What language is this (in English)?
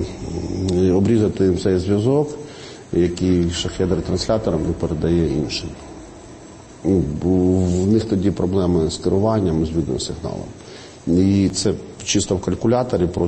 Ukrainian